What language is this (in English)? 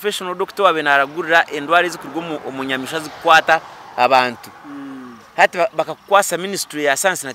Nyankole